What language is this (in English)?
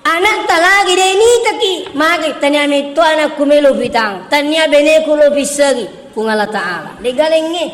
Buginese